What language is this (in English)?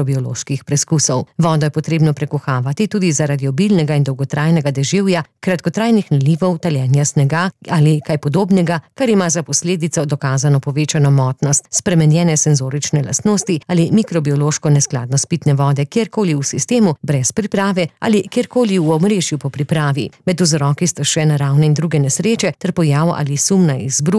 Slovenian